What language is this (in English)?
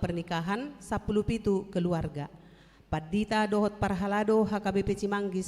Batak Toba